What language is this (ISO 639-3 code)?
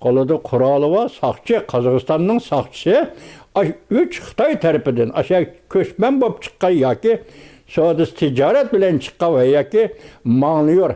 uig